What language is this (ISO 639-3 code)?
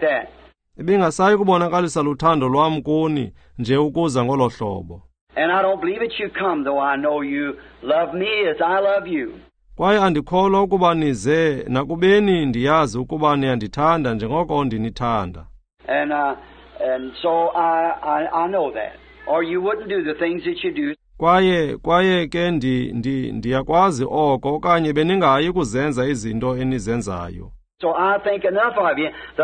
xho